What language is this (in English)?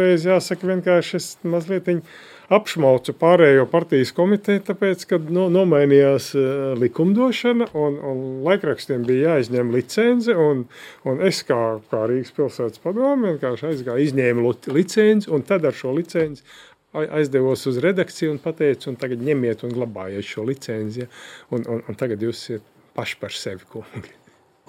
Latvian